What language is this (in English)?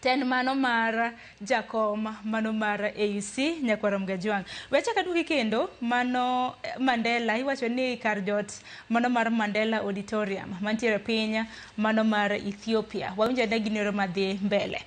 Luo (Kenya and Tanzania)